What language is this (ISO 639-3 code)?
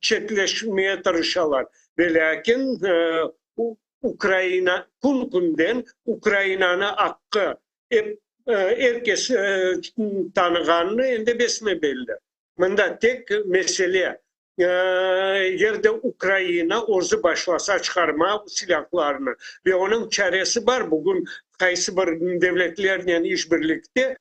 crh